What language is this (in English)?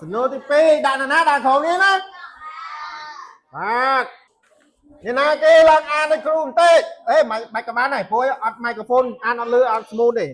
Khmer